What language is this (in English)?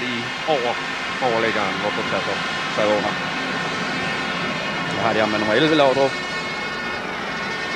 Danish